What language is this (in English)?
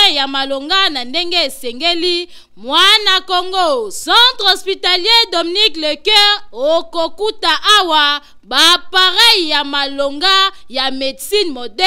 Lingala